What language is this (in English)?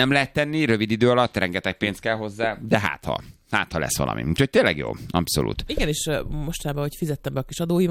Hungarian